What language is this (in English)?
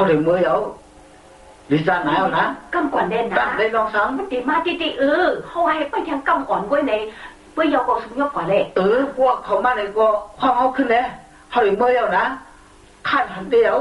Shan